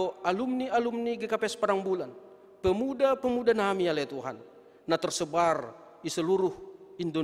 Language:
Batak Simalungun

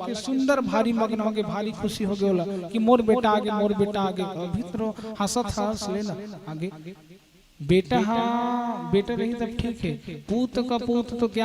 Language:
Chhattisgarhi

